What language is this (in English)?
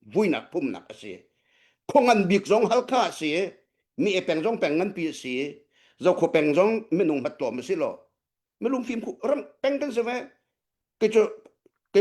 Hakha Chin